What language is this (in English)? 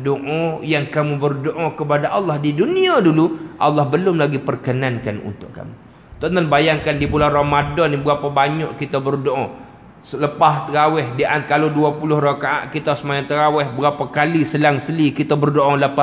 Malay